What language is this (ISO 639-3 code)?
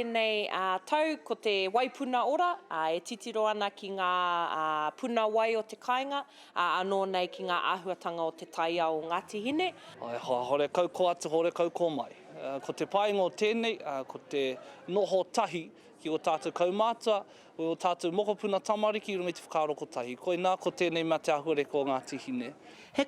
mri